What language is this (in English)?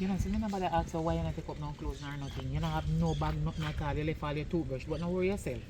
Jamaican Creole English